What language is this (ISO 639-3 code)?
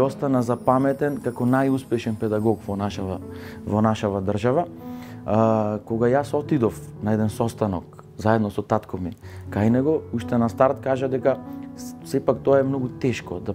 mkd